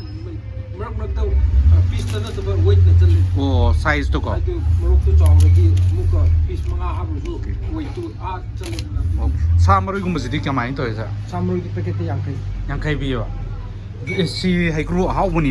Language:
Manipuri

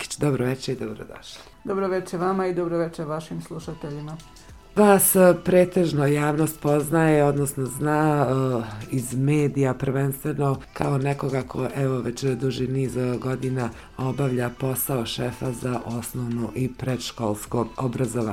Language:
Bosnian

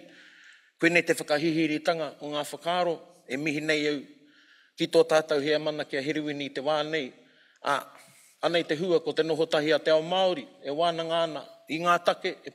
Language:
Māori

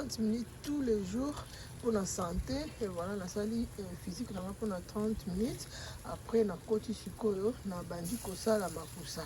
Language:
Lingala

